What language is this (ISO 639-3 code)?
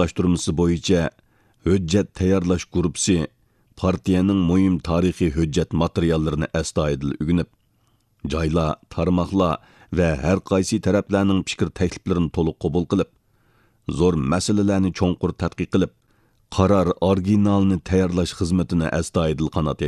uig